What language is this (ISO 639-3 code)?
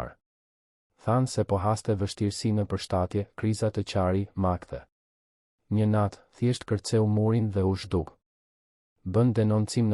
sqi